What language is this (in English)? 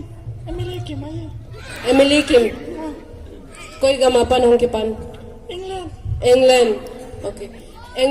Paite Chin